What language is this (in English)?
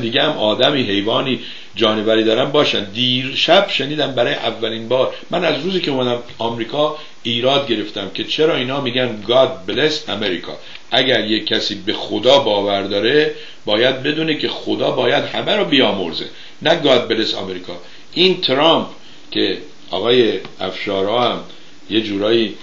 Persian